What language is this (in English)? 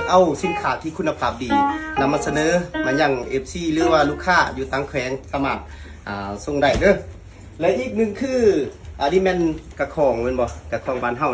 Lao